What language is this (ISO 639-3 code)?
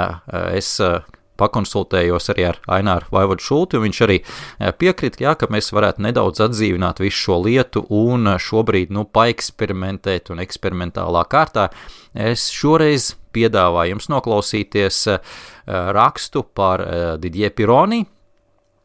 lav